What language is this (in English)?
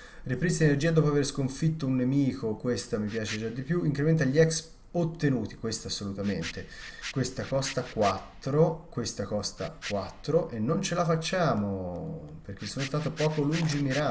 Italian